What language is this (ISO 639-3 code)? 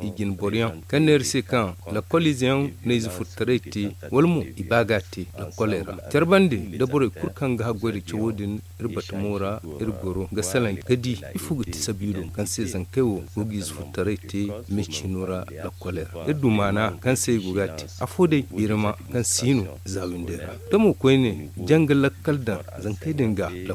dje